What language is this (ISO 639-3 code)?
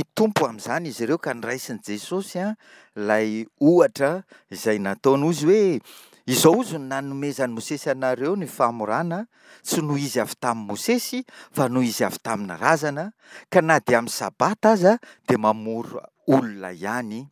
mlg